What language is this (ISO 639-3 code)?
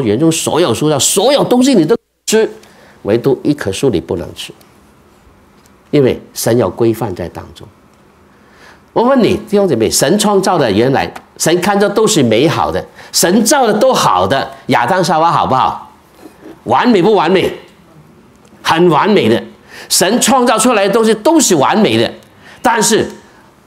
zho